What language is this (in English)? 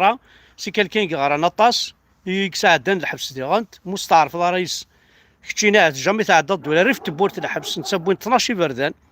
Kabyle